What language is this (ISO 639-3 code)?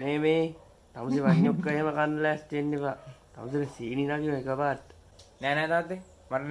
sin